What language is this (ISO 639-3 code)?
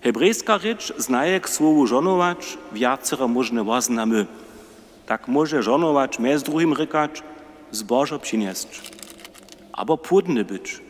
hsb